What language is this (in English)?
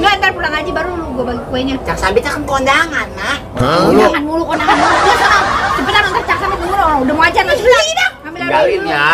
Betawi